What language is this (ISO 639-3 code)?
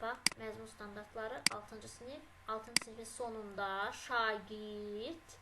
aze